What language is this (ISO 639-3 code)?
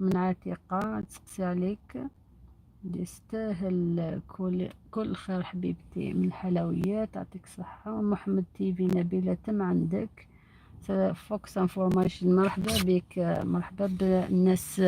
arq